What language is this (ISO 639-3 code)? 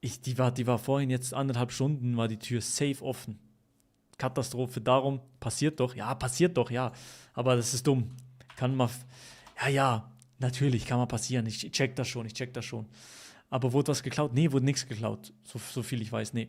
gsw